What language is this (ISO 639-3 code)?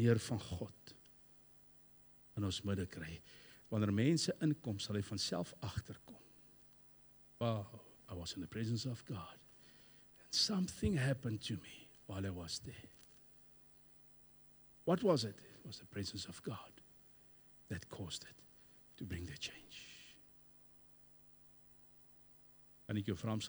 afr